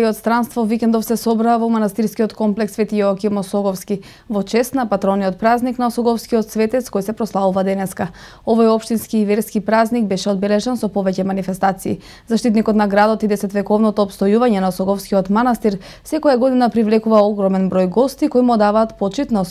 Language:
Macedonian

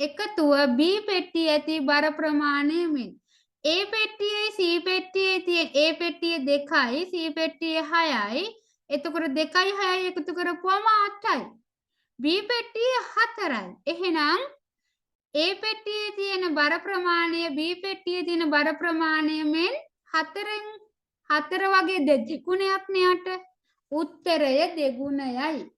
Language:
Sinhala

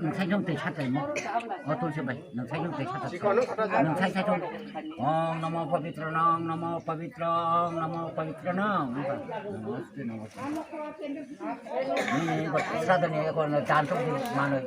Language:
Kok Borok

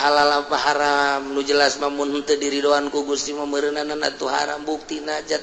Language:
Sundanese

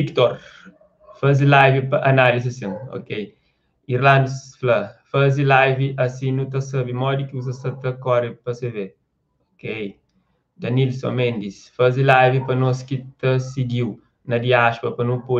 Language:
Kabuverdianu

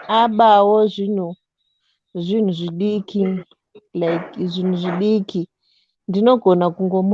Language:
Shona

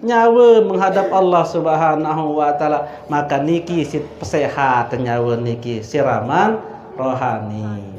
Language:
Sasak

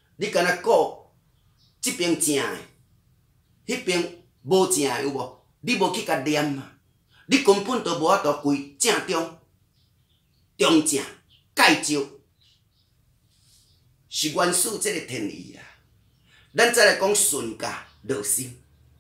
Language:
Min Nan Chinese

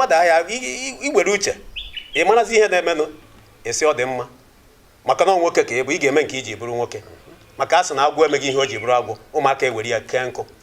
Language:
Igbo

